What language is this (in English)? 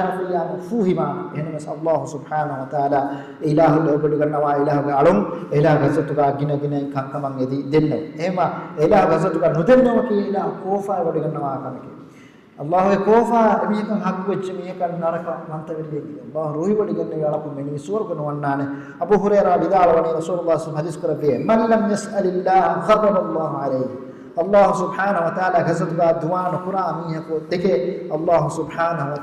Divehi